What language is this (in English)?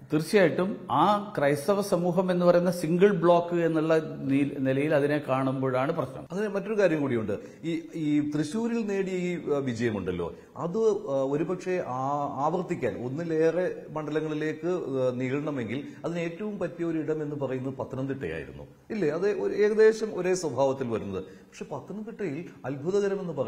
Malayalam